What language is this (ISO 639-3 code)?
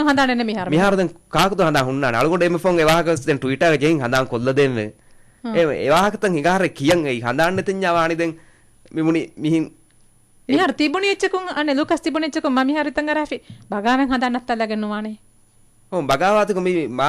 div